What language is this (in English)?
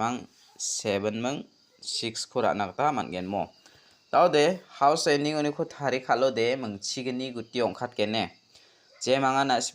Garo